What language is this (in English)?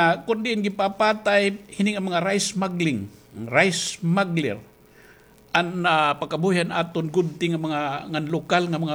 Waray